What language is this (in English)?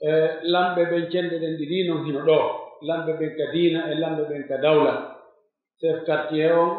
Pular